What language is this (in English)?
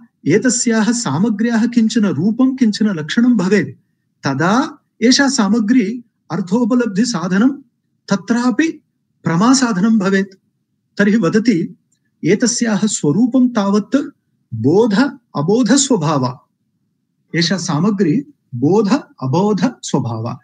Sanskrit